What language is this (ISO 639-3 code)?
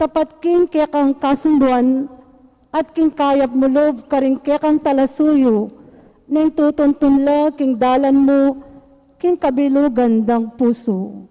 pam